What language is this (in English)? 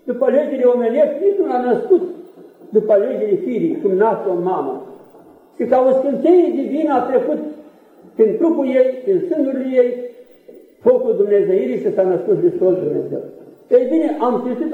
Romanian